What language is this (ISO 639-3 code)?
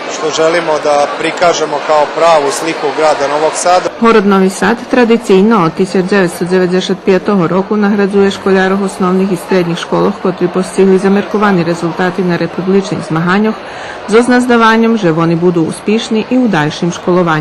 rue